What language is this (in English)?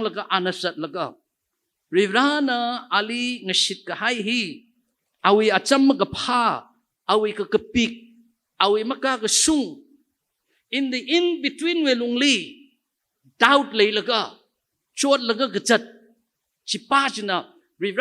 Tangkhul Naga (India)